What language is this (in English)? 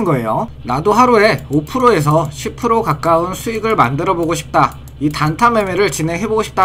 Korean